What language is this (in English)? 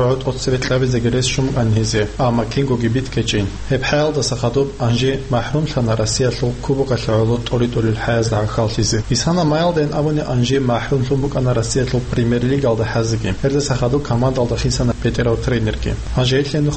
Avaric